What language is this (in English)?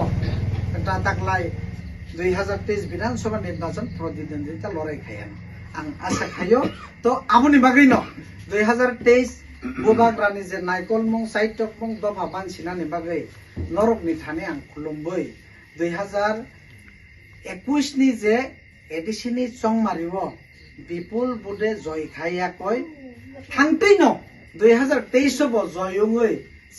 Kok Borok